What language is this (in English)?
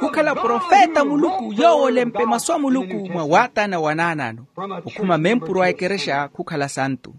Makhuwa